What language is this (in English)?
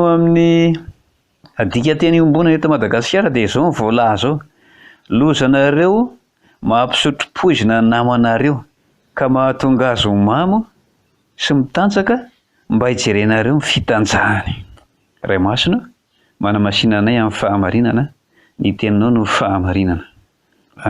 Malagasy